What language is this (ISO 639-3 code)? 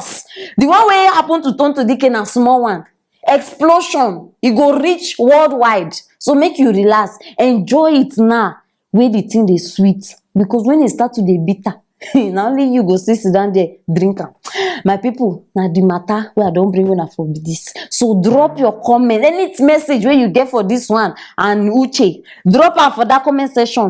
pcm